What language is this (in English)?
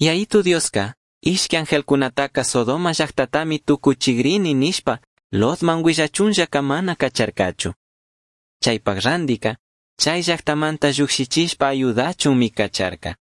Chimborazo Highland Quichua